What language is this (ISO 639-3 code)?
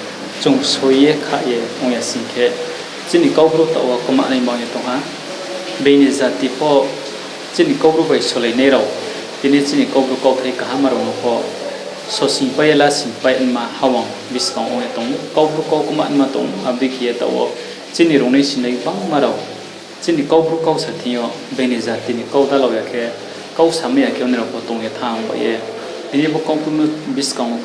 ria